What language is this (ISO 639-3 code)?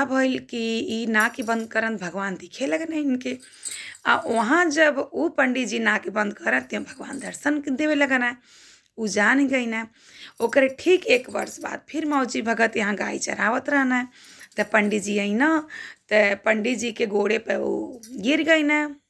bho